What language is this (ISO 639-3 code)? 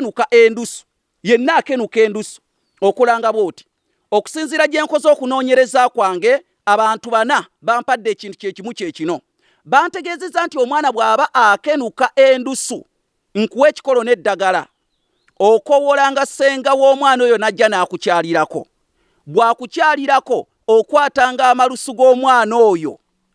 lug